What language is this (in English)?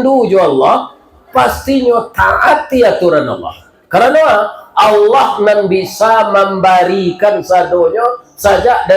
Minangkabau